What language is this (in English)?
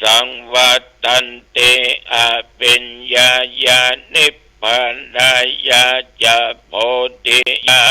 Pali